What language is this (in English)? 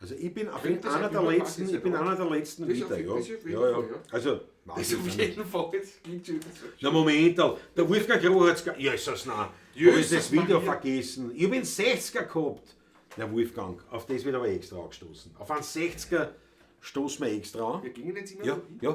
Bavarian